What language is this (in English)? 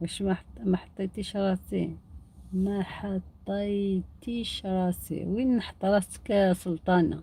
Algerian Arabic